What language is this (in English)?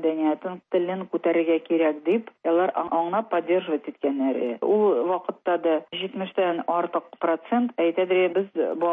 Tatar